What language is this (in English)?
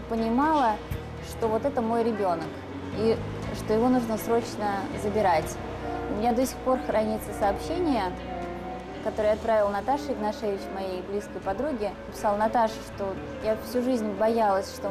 Russian